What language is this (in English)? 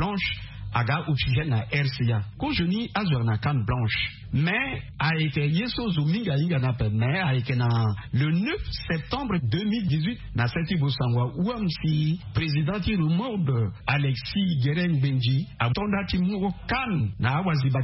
Sango